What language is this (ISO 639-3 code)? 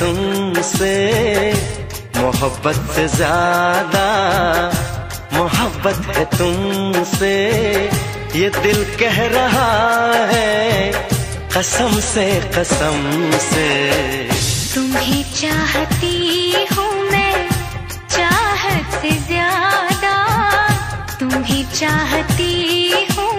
hin